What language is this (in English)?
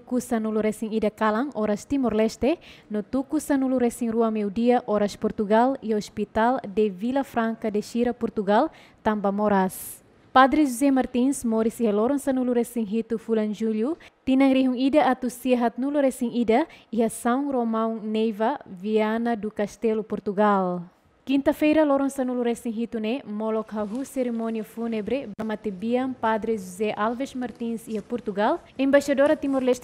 Tetum